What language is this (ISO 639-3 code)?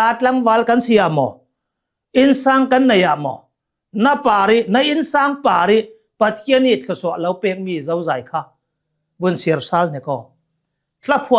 cnh